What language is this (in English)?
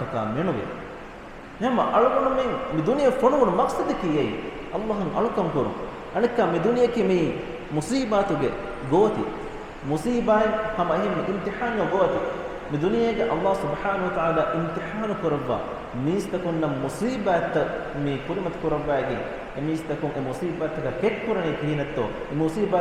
Divehi